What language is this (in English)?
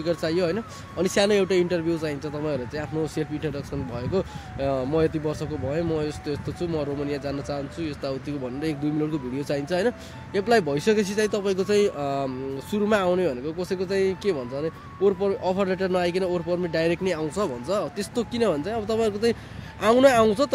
Nepali